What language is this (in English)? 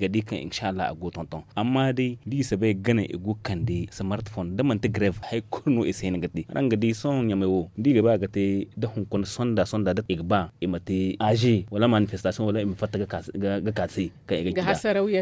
Zarma